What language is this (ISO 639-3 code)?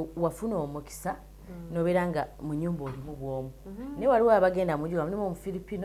lug